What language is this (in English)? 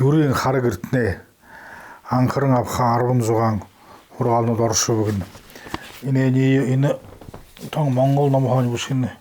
Buriat